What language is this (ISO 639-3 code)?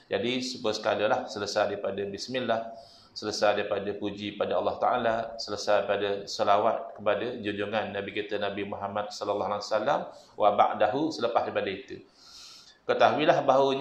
msa